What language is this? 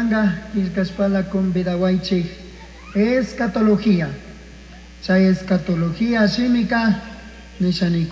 Chimborazo Highland Quichua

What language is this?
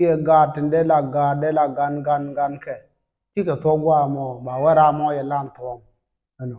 Nuer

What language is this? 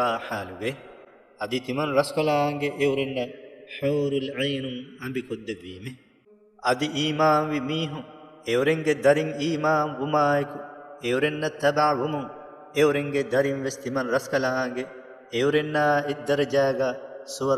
Divehi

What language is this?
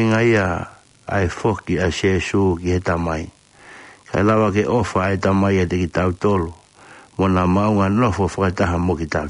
Tongan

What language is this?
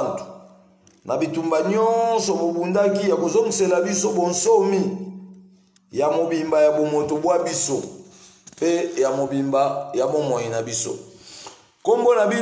Lingala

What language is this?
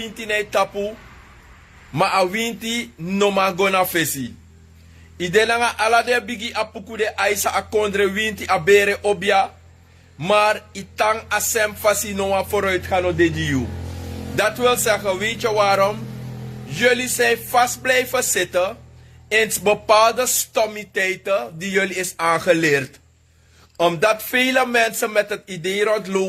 Sranan Tongo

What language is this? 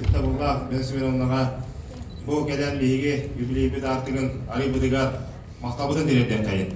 Yakut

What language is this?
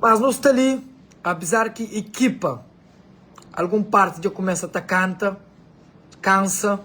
Kabuverdianu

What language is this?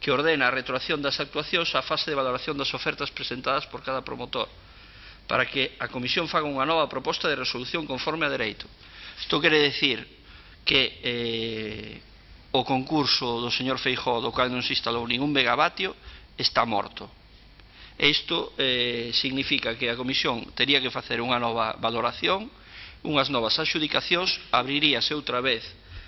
Galician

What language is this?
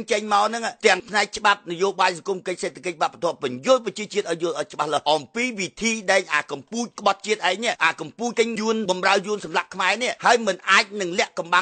Khmer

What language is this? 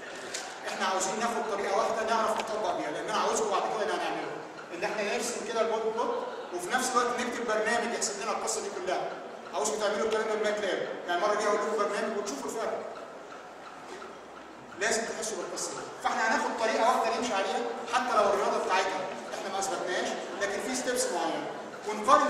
Egyptian Arabic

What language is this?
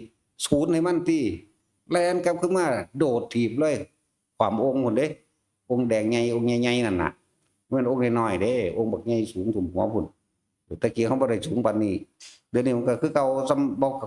Northeastern Thai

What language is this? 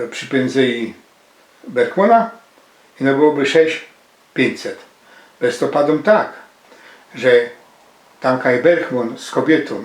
Silesian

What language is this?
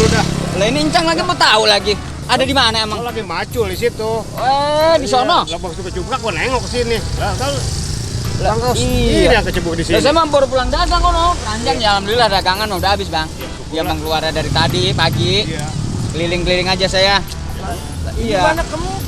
Betawi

